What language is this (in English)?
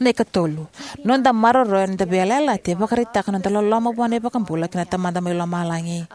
Fijian